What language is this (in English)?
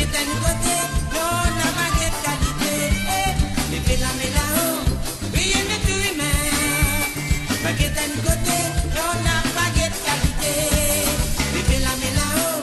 Morisyen